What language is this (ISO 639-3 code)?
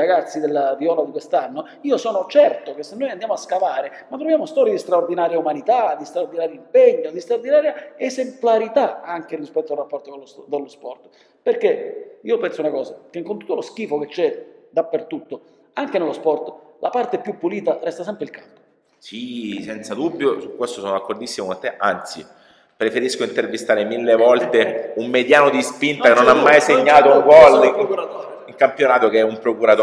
ita